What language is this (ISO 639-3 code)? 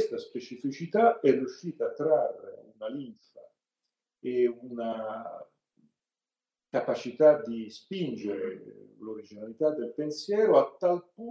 ita